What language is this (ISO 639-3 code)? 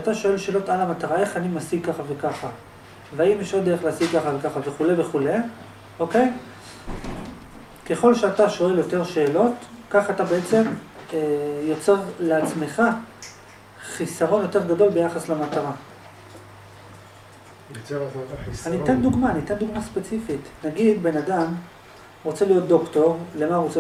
heb